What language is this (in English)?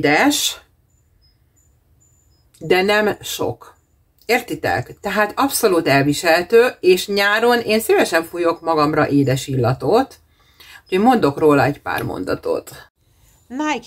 Hungarian